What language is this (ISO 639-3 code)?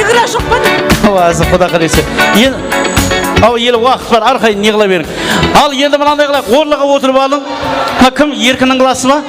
kaa